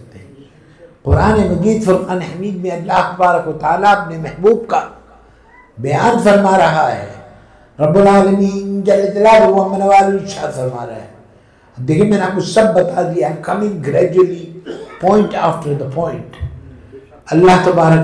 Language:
Urdu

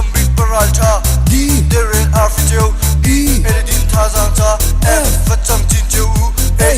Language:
Hakha Chin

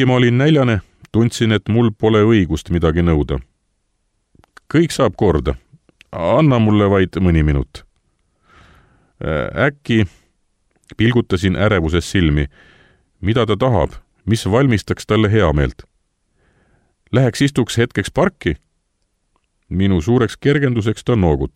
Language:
Estonian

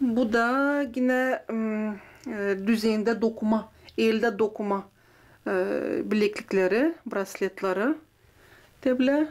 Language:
Gagauz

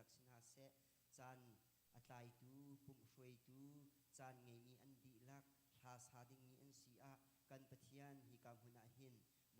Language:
Hakha Chin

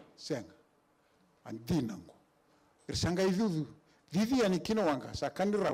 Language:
Fijian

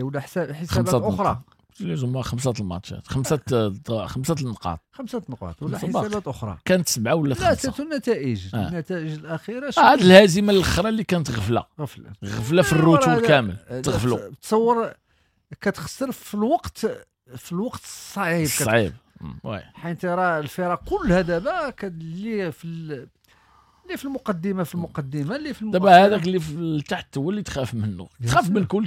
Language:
Moroccan Arabic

